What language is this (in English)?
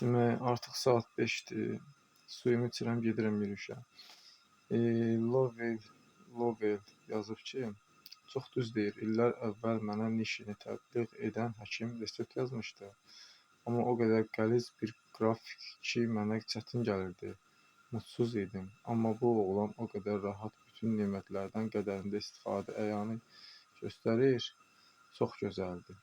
Azerbaijani